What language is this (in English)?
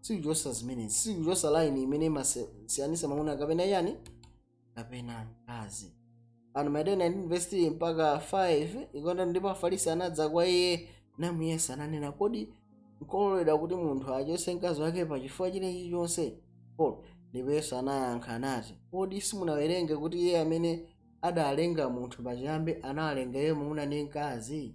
Nyanja